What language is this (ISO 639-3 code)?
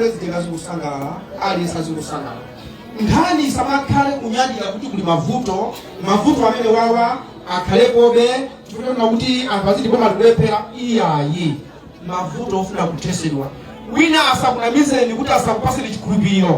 nya